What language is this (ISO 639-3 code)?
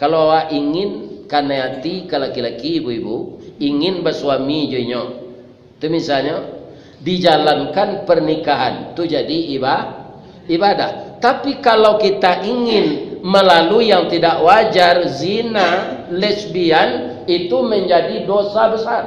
min